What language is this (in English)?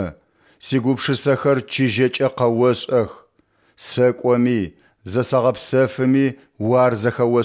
Adyghe